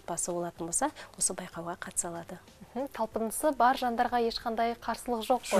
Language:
Kazakh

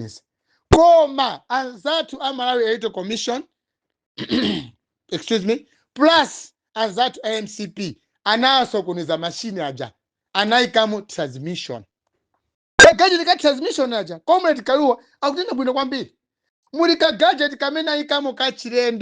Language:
Nyanja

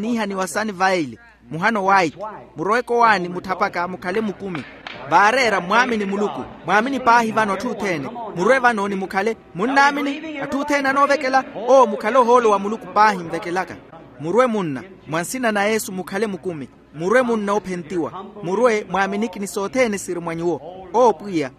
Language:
Makhuwa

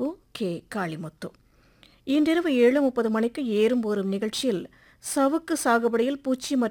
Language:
Tamil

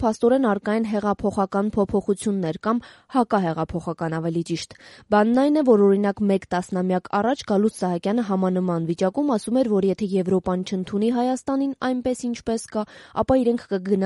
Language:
Armenian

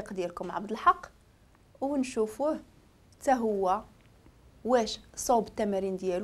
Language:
Moroccan Arabic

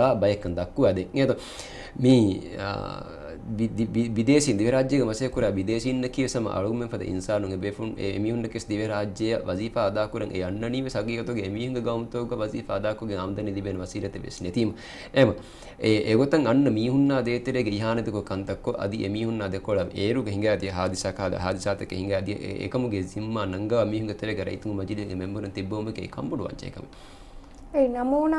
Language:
Divehi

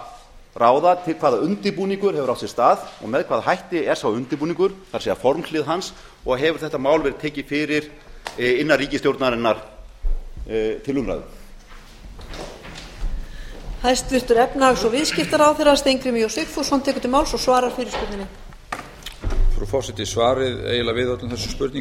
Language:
Icelandic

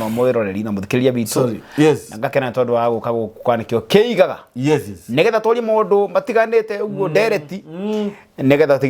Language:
Kikuyu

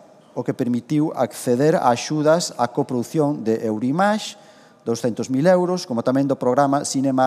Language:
Galician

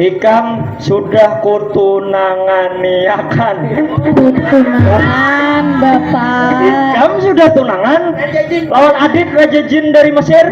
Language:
Banjar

